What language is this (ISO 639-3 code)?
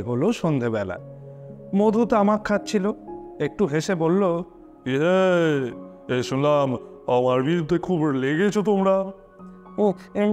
ben